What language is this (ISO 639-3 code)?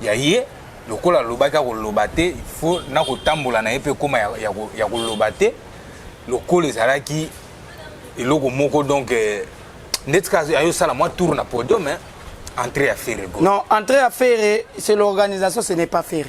lin